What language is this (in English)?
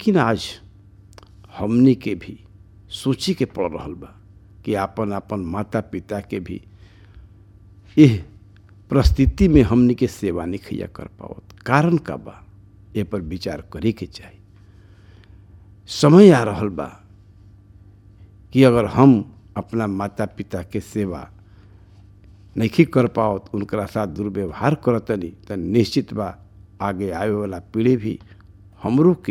Bhojpuri